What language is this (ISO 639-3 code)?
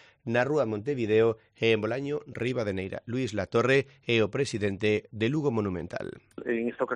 glg